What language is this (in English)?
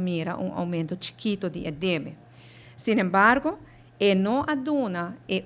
Papiamento